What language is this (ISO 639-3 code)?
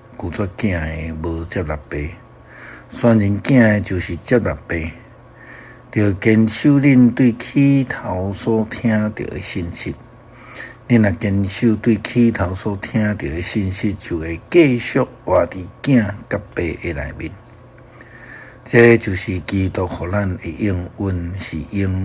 nan